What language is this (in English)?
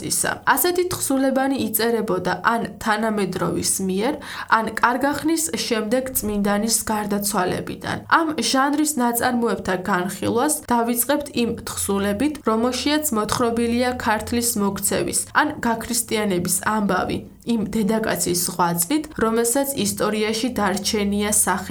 Georgian